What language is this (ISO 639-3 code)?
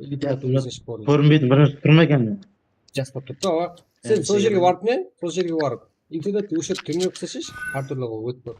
kaa